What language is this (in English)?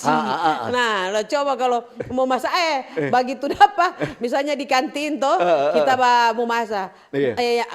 Manado Malay